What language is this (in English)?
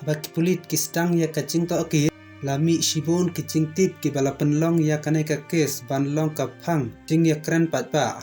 Khasi